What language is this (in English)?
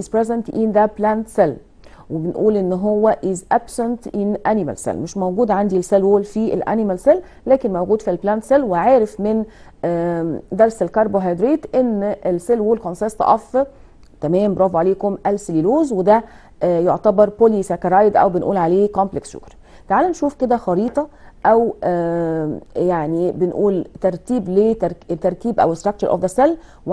Egyptian Arabic